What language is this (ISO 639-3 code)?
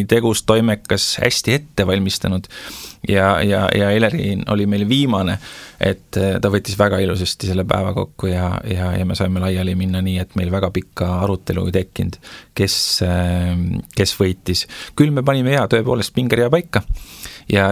est